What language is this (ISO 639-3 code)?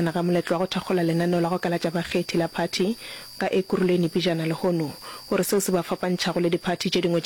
nso